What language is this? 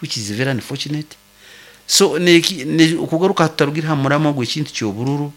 Nyoro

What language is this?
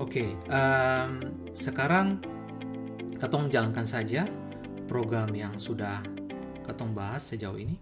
Ambonese Malay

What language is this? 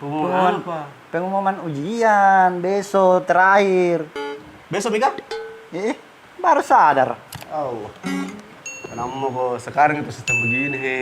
Makassar Malay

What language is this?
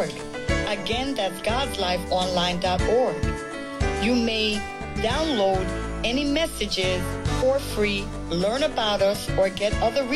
English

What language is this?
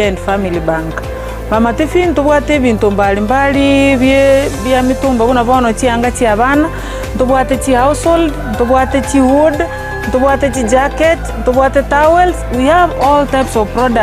Gusii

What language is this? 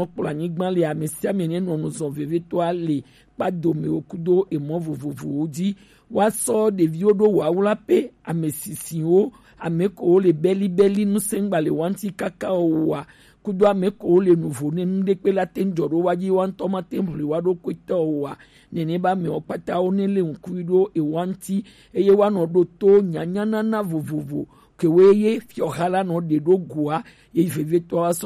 Gen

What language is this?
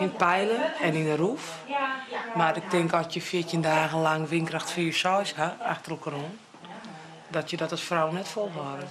Western Frisian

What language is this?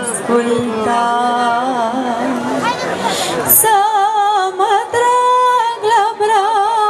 Romanian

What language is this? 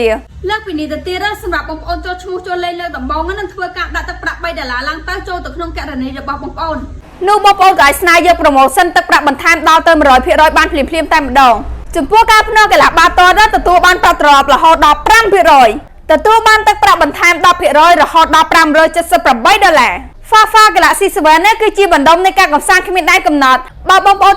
Khmer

